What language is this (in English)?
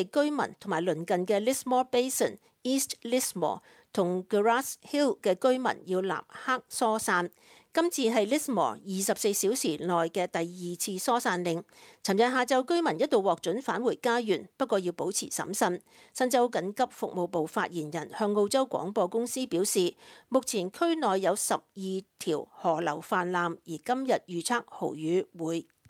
Cantonese